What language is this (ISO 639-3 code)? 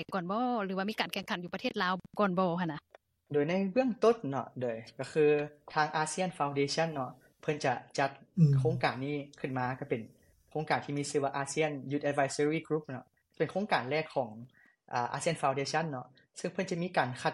lao